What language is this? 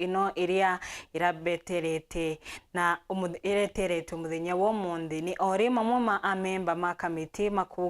Meru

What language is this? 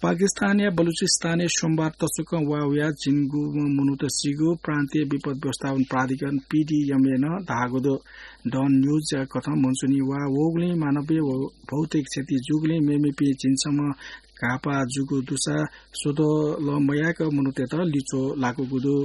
Newari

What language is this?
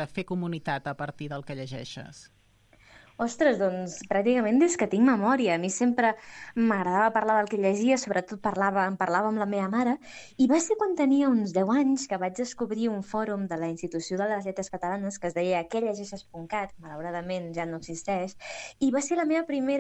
Catalan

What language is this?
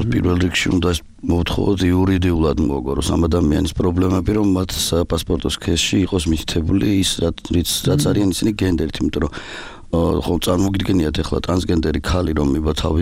Georgian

